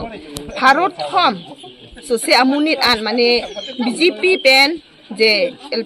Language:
Karbi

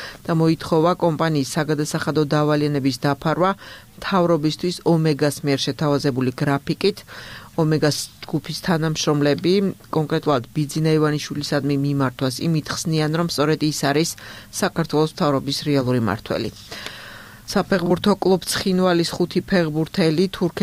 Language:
Georgian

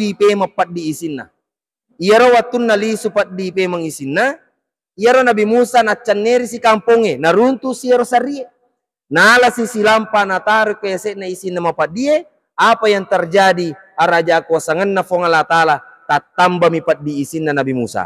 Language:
Buginese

